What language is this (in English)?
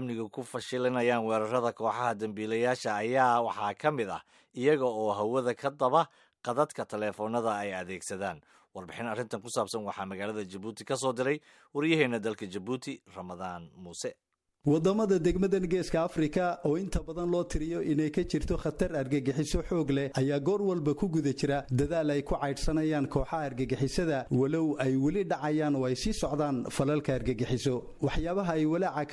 Somali